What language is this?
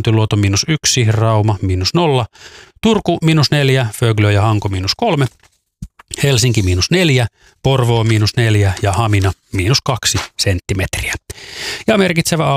Finnish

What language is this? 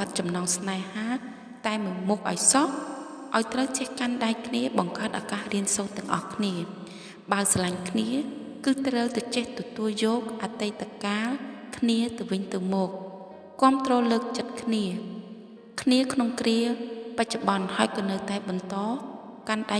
Khmer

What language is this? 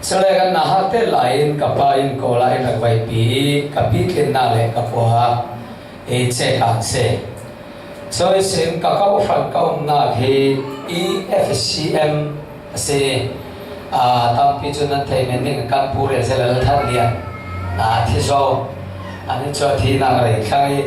Falam Chin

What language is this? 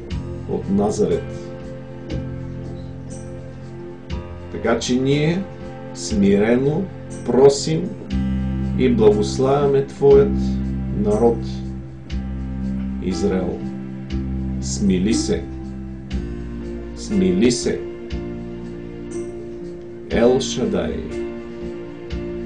Bulgarian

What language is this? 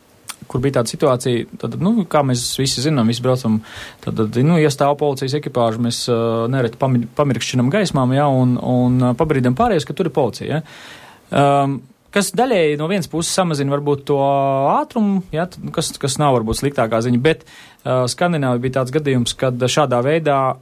Latvian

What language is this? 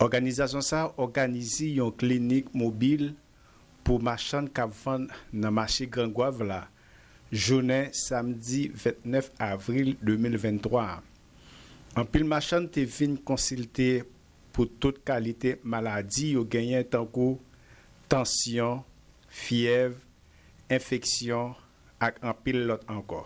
Haitian Creole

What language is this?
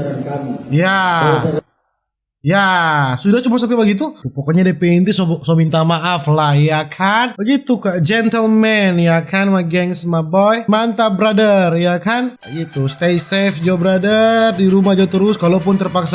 Manado Malay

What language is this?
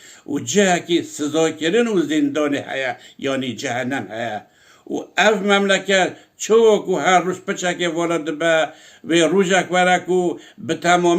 Kurdish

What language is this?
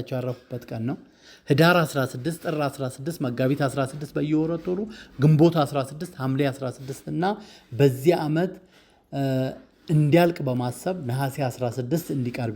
Amharic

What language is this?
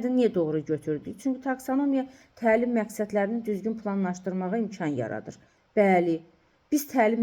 Azerbaijani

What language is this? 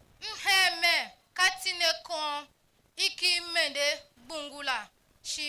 Tiv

